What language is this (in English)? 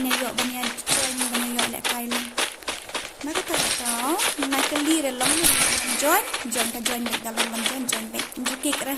Khasi